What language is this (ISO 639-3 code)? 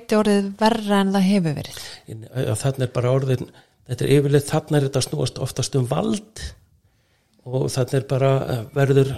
isl